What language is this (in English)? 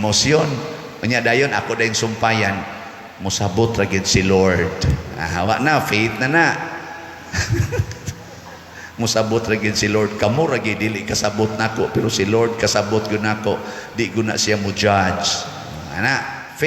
Cebuano